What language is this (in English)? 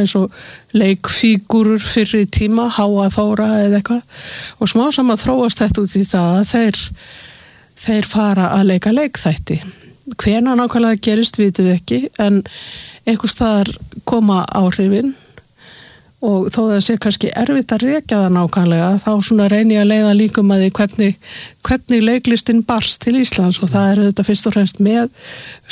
Icelandic